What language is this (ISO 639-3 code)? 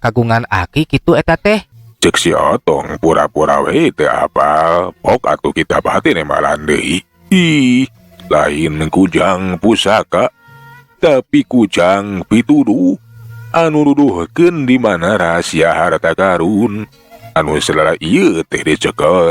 sun